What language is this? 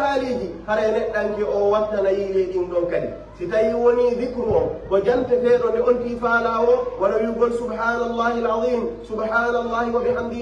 Pular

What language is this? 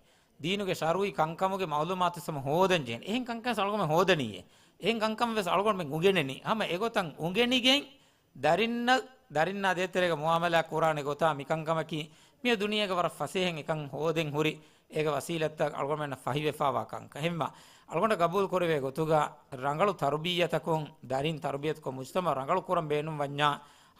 Divehi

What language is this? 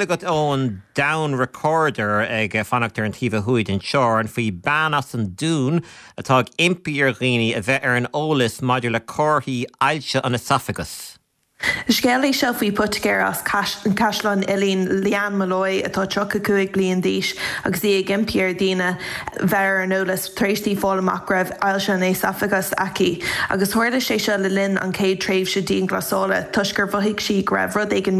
Irish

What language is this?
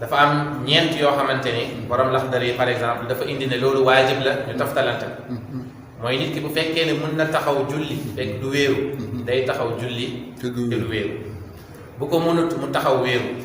Wolof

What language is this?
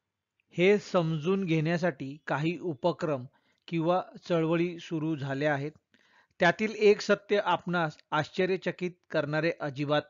Marathi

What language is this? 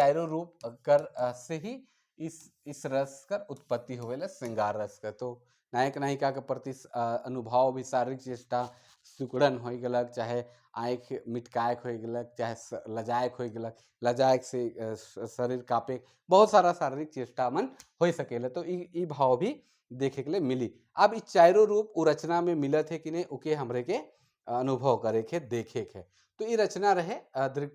Sadri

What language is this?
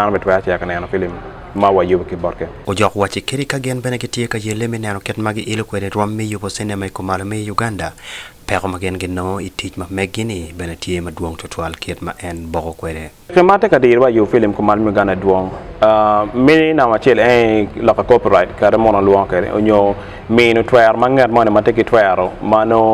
Acoli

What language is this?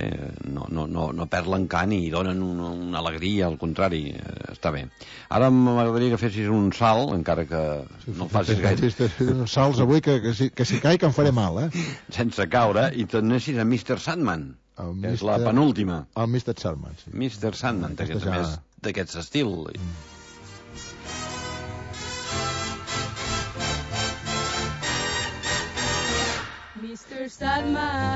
Catalan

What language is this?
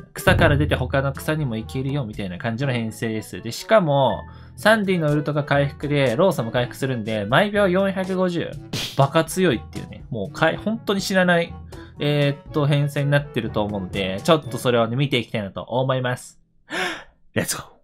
Japanese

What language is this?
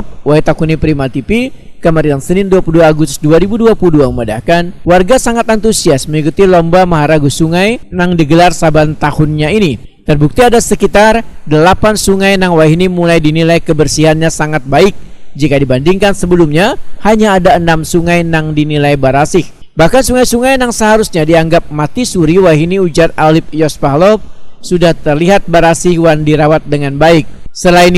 Banjar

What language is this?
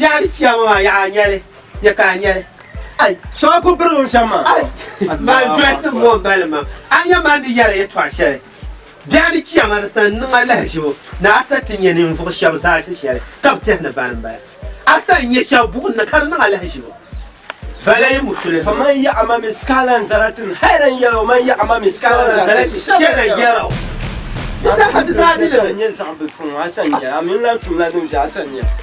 Dagbani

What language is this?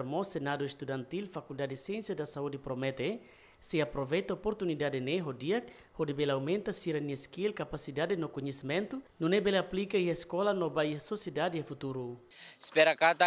Tetum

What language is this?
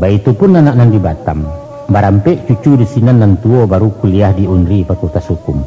Minangkabau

